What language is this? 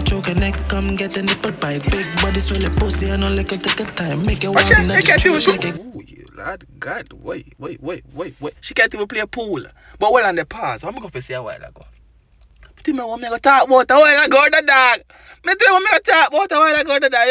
Jamaican Creole English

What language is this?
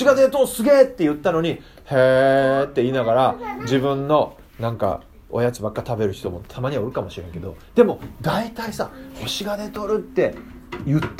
Japanese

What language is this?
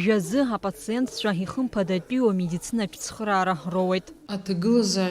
Abkhazian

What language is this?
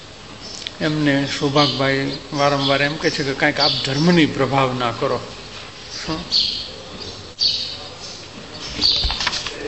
Gujarati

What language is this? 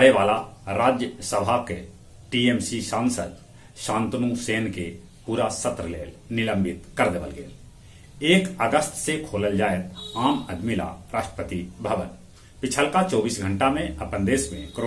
Magahi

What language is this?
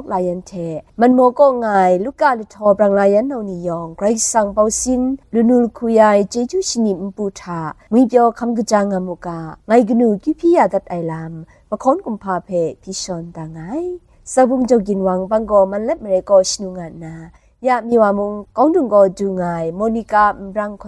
Kachin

